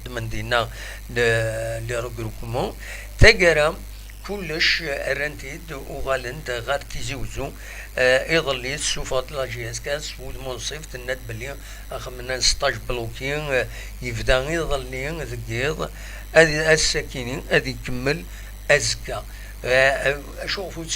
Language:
Kabyle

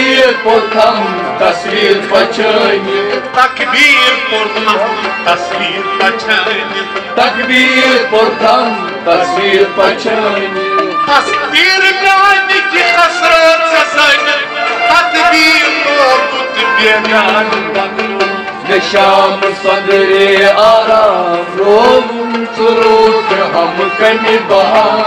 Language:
Kashmiri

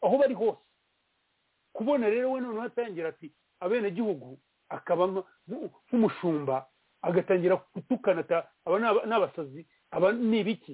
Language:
Kinyarwanda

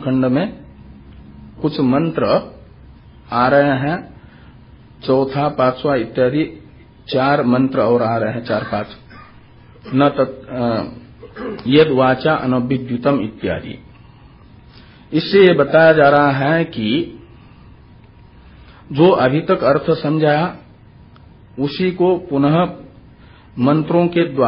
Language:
Hindi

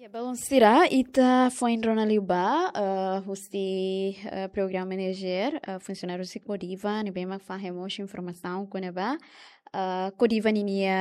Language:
Tetum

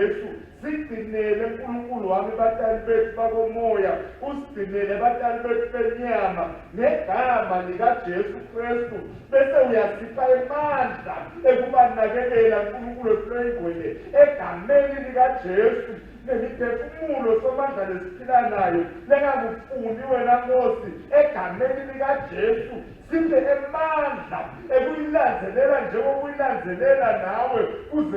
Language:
Swati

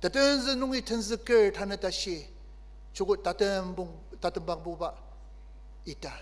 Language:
Ao Naga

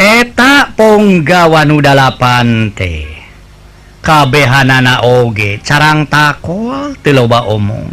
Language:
Sundanese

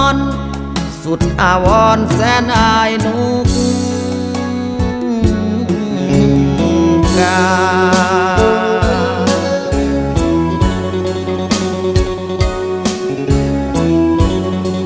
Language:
Thai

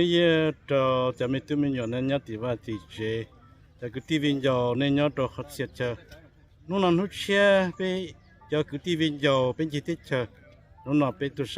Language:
Hmong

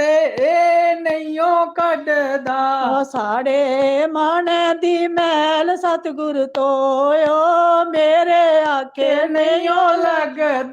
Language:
Dogri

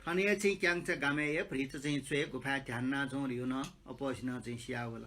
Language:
Newari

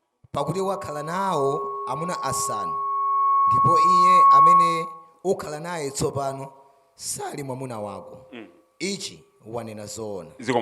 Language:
Nyanja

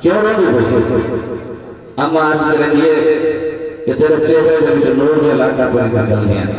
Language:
Saraiki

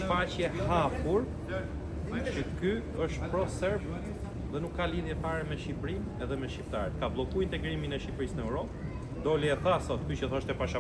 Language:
Albanian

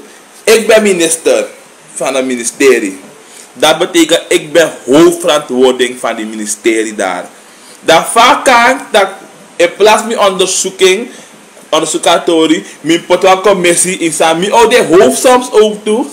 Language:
Sranan Tongo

